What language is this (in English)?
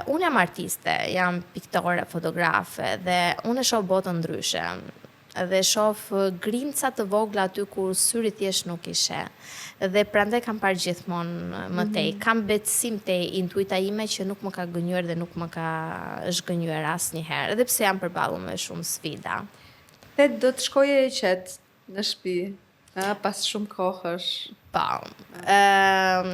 Albanian